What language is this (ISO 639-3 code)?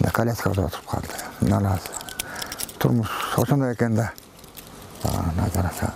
kir